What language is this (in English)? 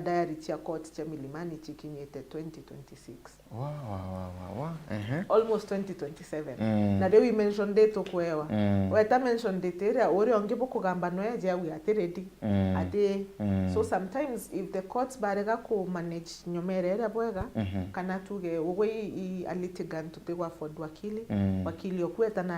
Meru